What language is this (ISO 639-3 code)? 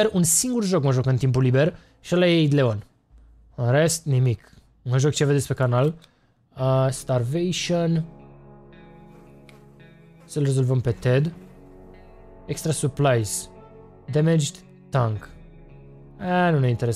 ron